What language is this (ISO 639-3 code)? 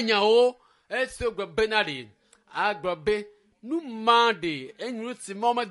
ewe